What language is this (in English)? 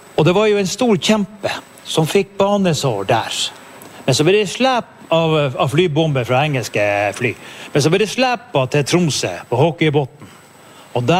Norwegian